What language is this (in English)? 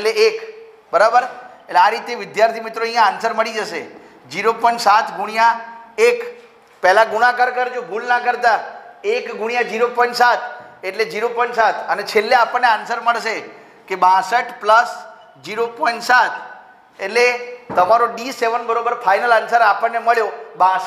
Gujarati